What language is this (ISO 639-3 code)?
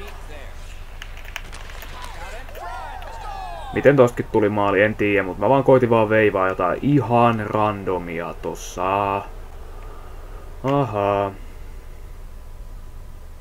fin